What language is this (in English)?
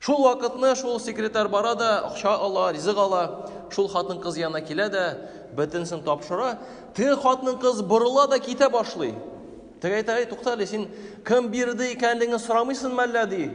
Tatar